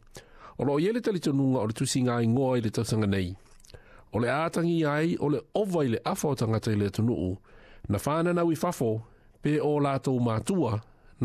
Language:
Samoan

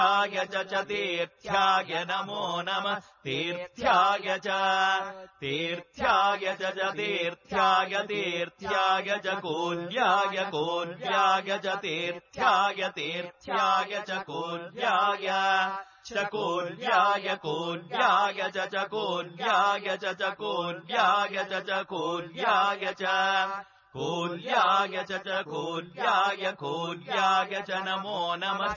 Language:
Sanskrit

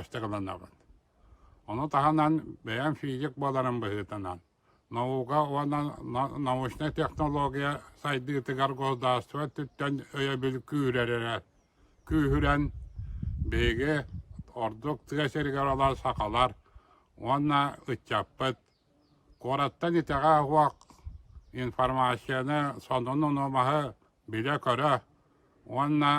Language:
Yakut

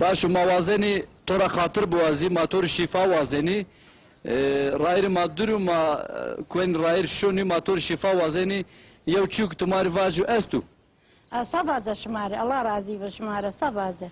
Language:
Zaza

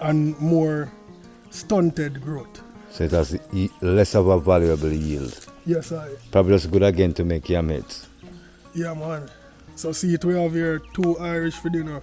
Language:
Jamaican Creole English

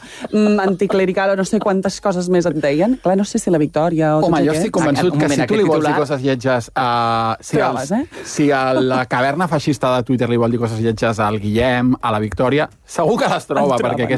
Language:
Catalan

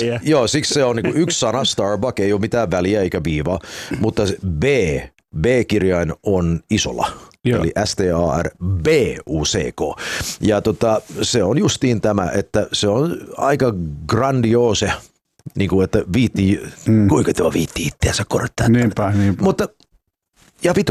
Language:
Finnish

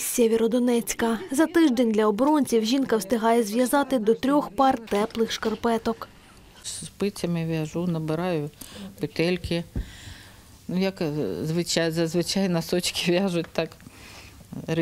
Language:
Ukrainian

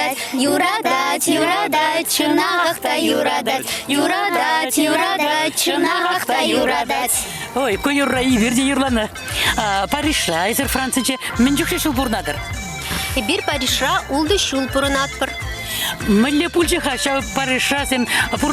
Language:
Chuvash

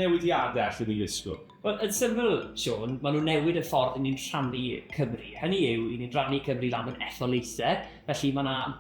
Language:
Welsh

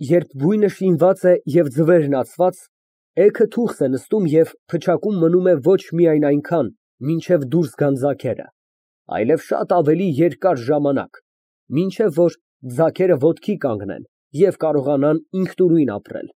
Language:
Armenian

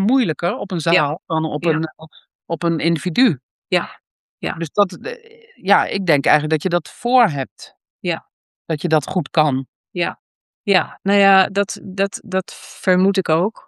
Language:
Dutch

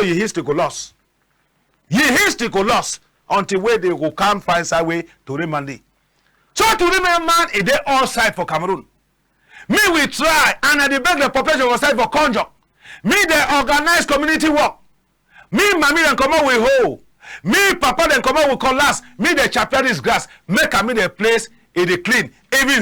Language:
Cameroon Pidgin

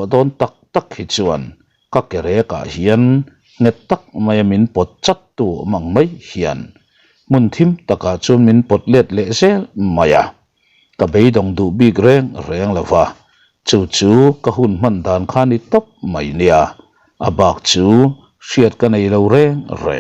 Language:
Mizo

